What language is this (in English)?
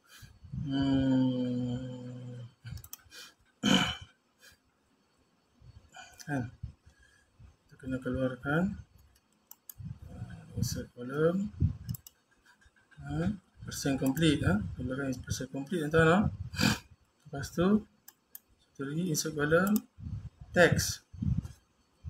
Malay